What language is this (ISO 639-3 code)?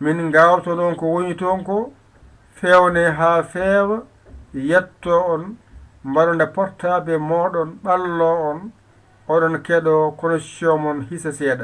ful